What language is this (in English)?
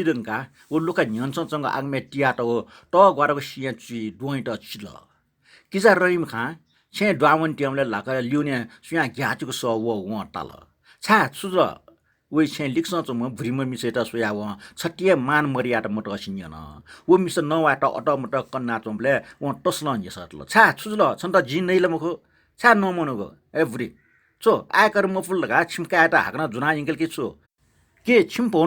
Newari